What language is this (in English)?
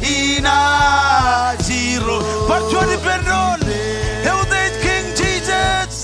Marshallese